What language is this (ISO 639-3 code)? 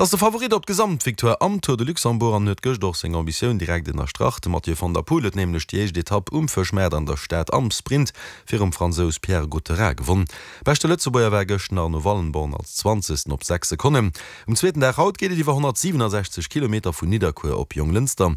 ltz